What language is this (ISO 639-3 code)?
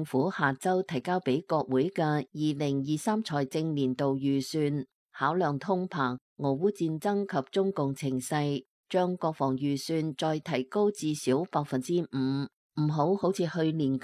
yue